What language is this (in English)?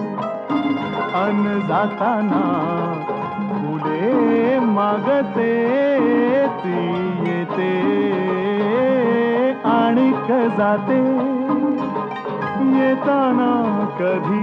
Marathi